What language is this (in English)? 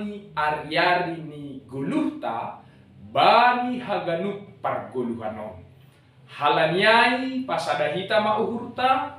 Batak Simalungun